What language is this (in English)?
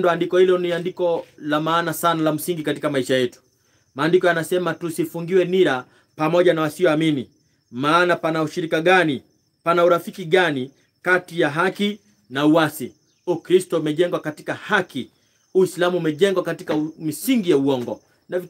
Swahili